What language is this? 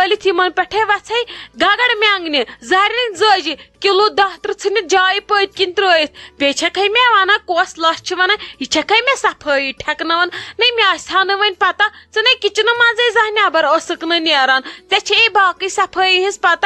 Kashmiri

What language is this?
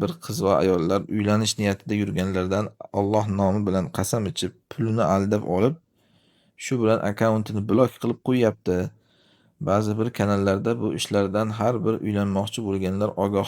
Uzbek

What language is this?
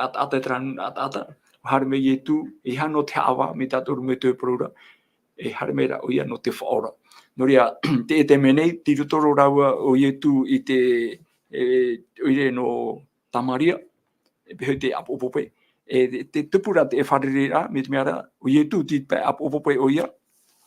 Tahitian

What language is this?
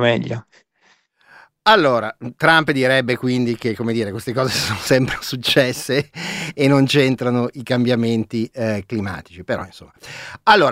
Italian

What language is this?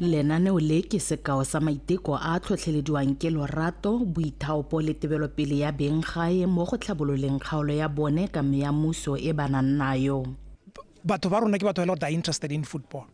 Tswana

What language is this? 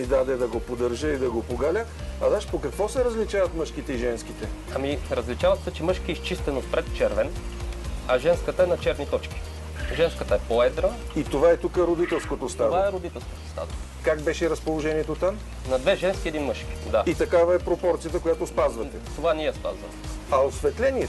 Bulgarian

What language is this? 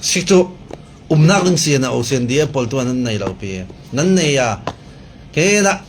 Falam Chin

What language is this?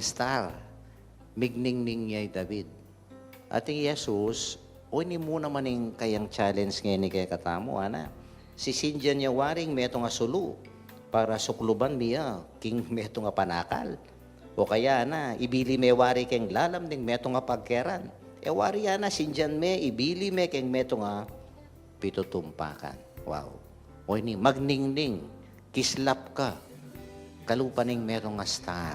Pampanga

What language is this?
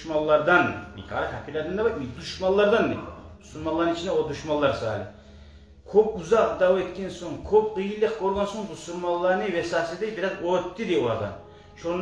Kumyk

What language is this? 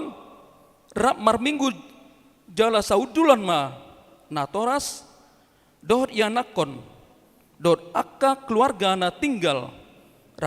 Batak Toba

